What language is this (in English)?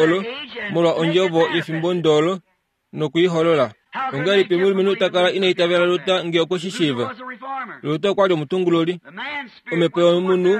Kuanyama